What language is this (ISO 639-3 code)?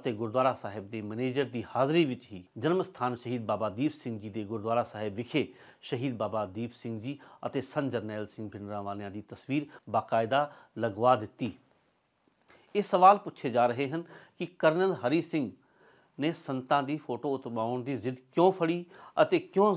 pan